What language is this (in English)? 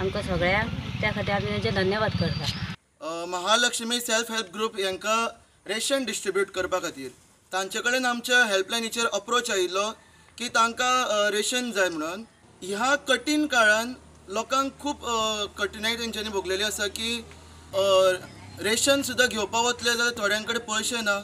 Konkani